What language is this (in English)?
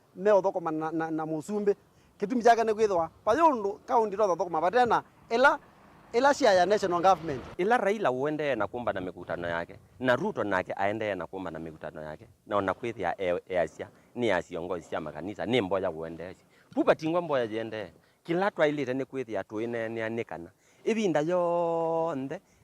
Kamba